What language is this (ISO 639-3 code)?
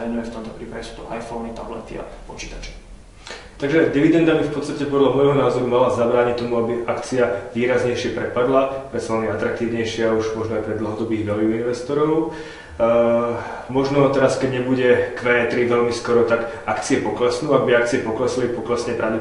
slk